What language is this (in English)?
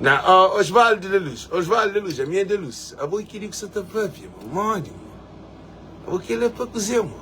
Kabuverdianu